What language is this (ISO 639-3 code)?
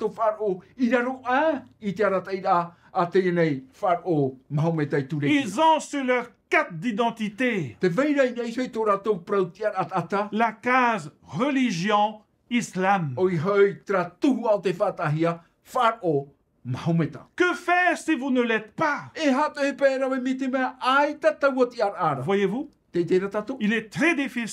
tah